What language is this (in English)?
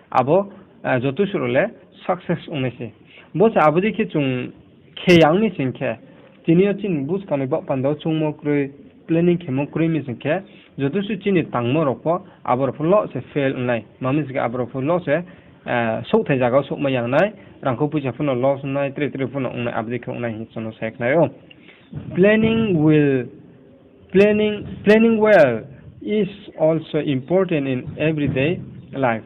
Riang (India)